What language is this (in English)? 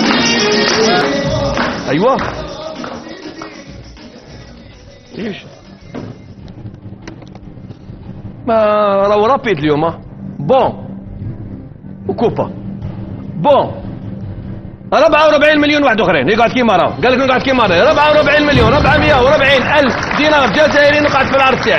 Algerian Arabic